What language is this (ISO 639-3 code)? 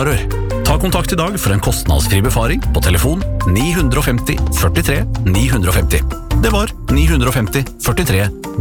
nor